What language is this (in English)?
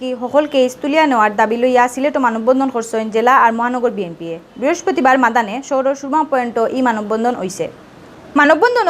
Sylheti